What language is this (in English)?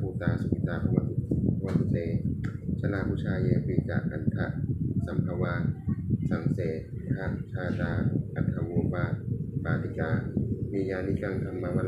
Pali